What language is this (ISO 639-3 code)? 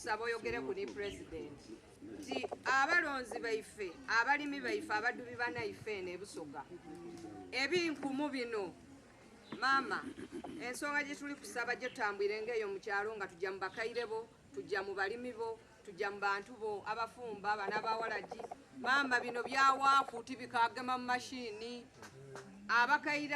xog